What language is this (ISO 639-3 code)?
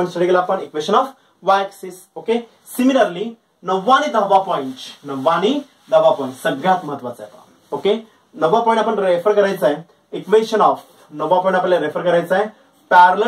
mar